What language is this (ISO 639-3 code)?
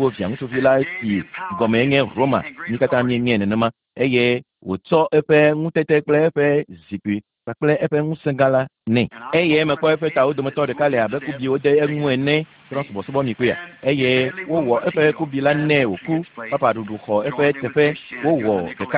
ewe